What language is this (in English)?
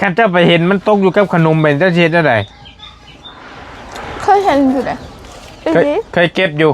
Lao